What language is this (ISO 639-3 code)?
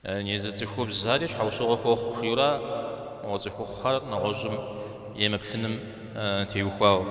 kbd